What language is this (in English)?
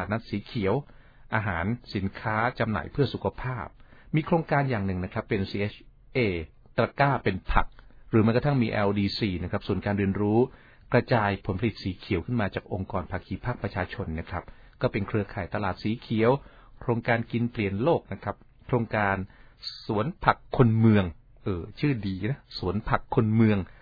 Thai